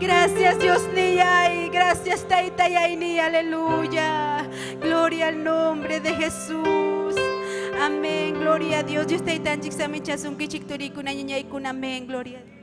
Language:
Ayacucho Quechua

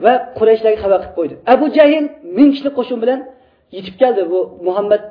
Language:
Uyghur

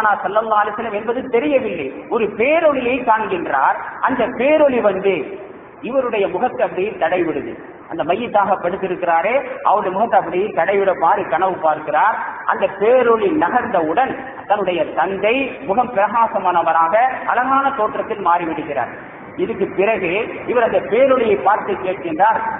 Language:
Tamil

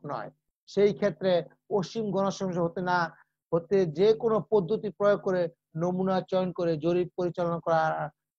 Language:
Bangla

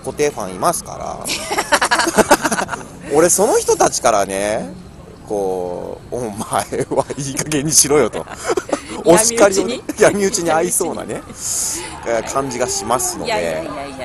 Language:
Japanese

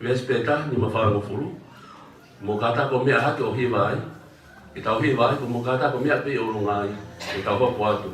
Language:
Tongan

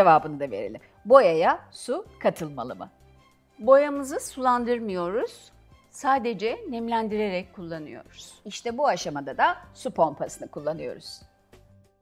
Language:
Turkish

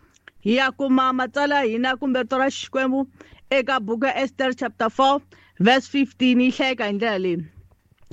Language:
Tsonga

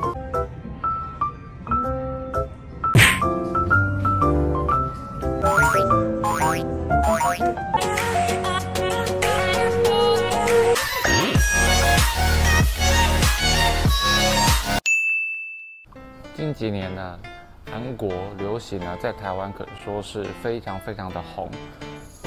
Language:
Chinese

